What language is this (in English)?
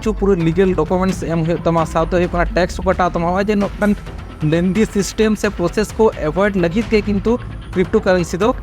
Santali